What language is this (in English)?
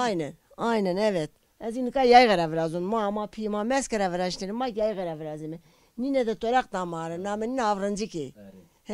Zaza